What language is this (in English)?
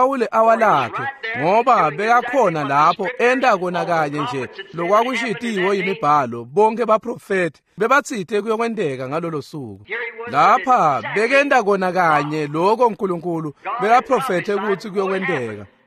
Swati